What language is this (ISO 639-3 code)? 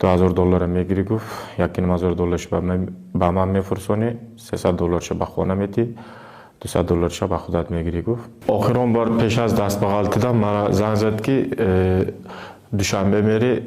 tgk